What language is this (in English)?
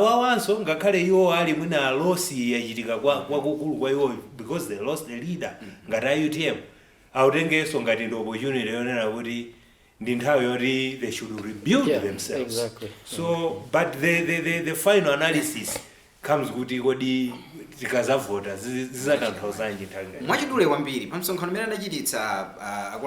Nyanja